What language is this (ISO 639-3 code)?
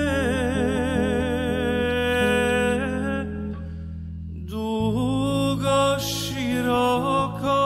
bos